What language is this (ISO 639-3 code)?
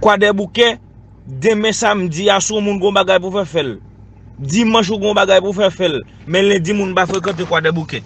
hat